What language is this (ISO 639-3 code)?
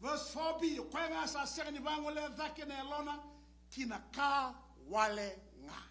fij